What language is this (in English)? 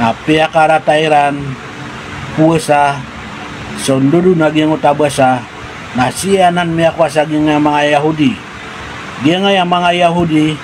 Maranao